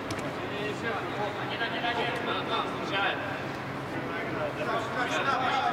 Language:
Russian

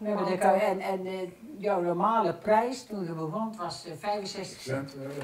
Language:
Dutch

